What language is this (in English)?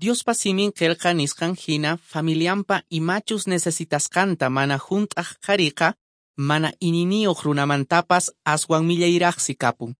Quechua